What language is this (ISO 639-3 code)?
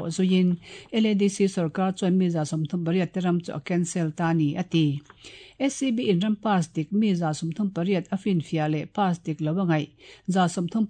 lus